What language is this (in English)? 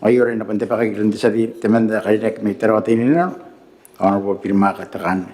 Gilbertese